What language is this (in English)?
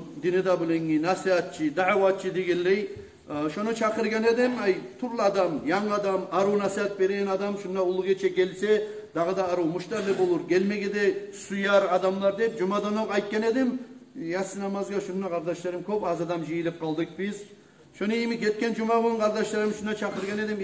Kumyk